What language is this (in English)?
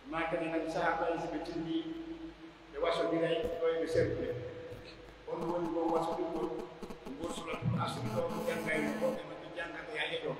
Pular